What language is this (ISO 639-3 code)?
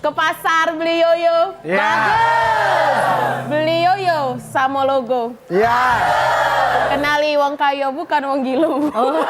mui